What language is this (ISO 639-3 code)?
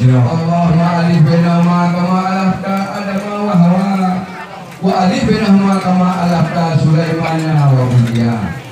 ace